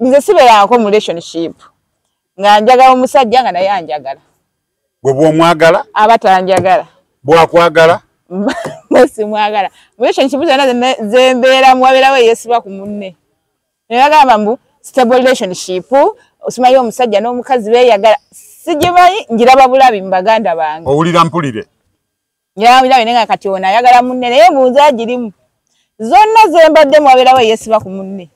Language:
Ganda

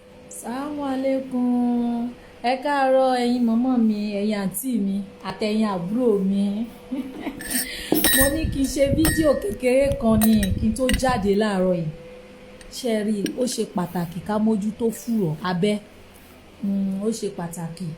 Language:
Yoruba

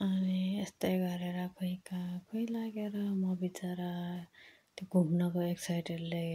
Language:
Nepali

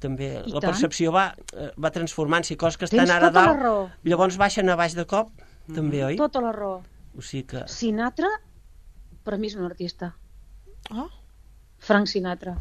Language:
Catalan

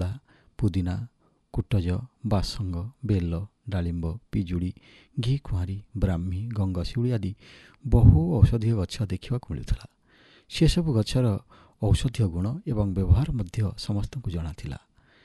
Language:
Odia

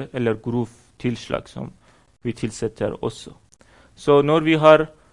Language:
Norwegian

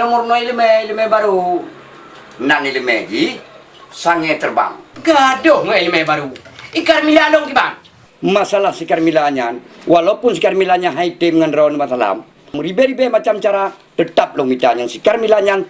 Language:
Achinese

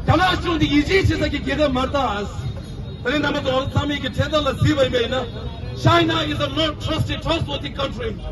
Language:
Tibetan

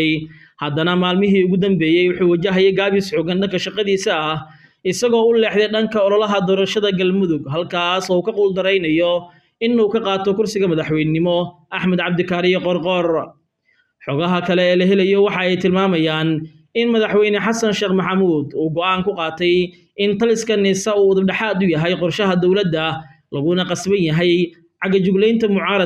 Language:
Somali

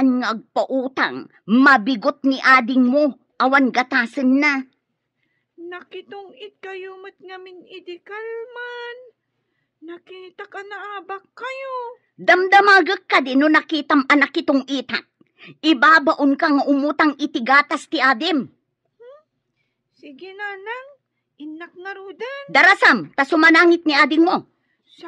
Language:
Iloko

